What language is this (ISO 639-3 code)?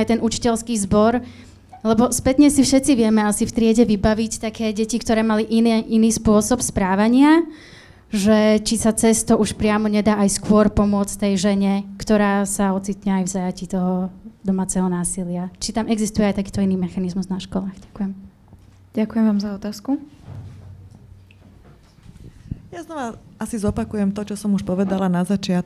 slk